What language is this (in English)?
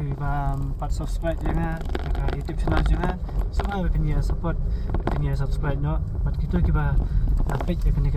Khasi